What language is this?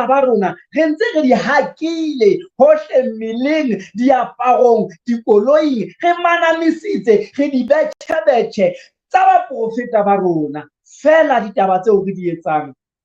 Southern Sotho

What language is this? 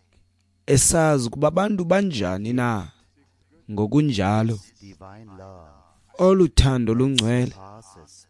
Xhosa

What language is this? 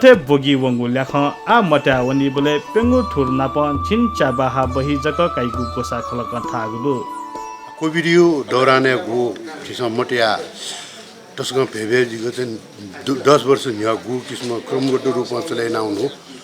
Newari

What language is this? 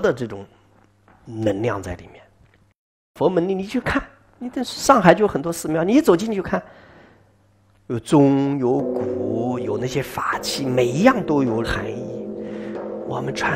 Chinese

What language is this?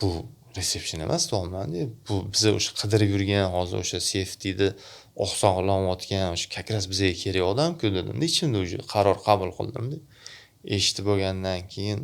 Uzbek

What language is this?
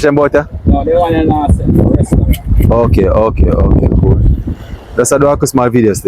Jamaican Creole English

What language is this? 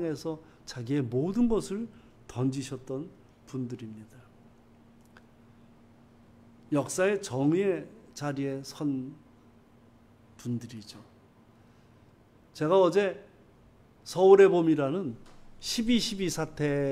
Korean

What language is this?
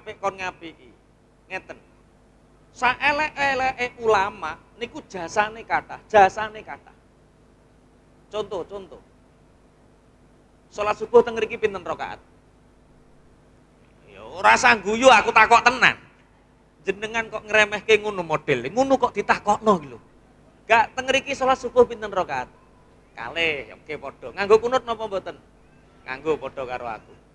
Javanese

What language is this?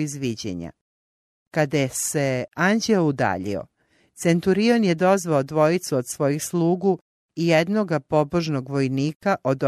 Croatian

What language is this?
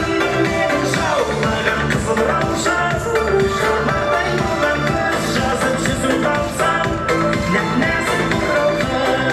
Kara-Kalpak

